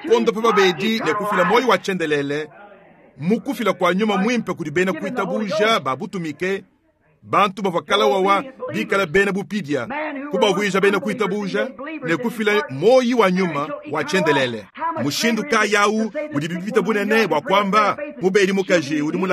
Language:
Luba-Lulua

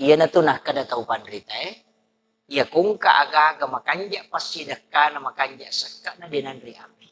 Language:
Buginese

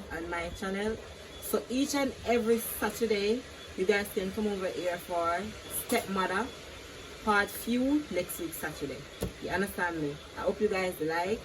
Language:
Jamaican Creole English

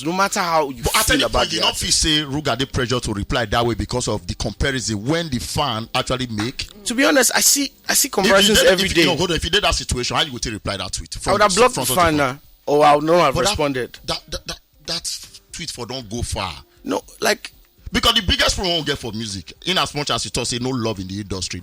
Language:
Nigerian Pidgin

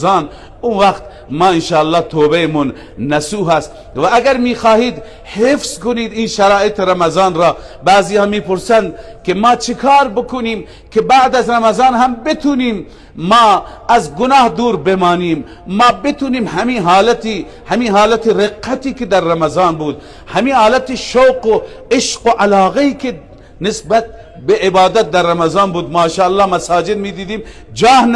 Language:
Persian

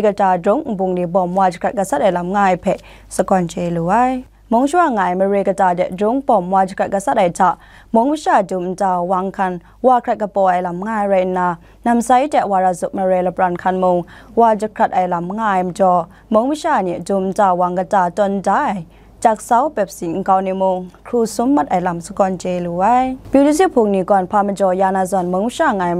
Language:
Kachin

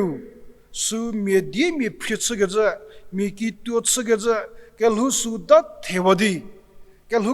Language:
Angami Naga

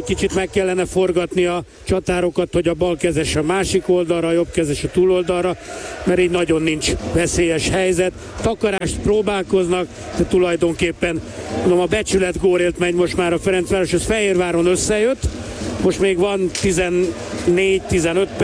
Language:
Hungarian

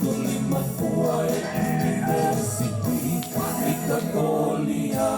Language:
Tongan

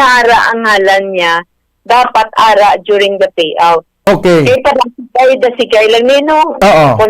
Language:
Hiligaynon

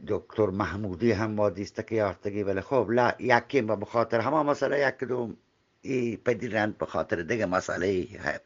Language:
Eastern Balochi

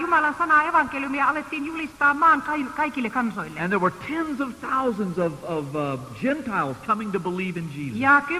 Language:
Finnish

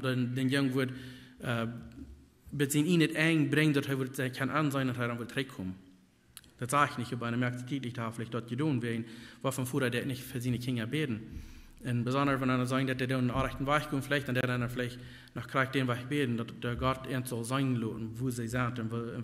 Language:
Plautdietsch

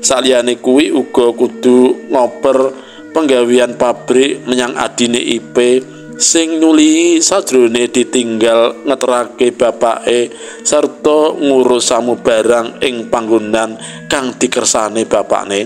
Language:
Javanese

